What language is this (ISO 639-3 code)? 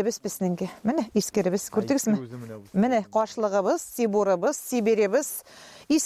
tat